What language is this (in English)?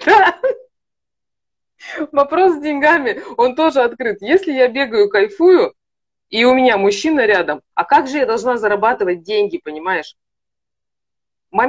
Russian